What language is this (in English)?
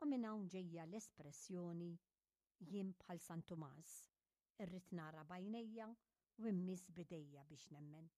Maltese